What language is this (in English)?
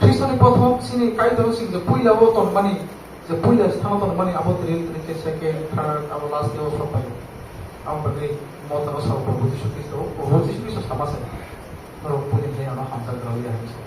Kok Borok